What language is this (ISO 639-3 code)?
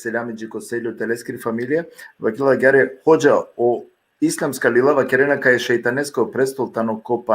rmn